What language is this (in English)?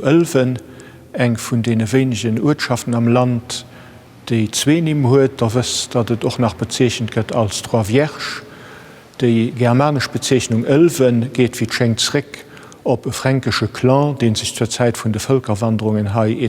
Luxembourgish